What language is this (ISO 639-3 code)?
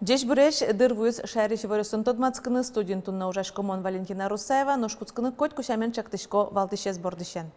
udm